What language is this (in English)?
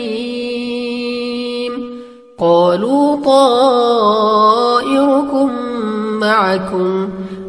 Arabic